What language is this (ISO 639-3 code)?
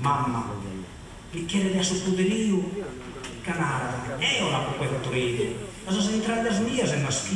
srd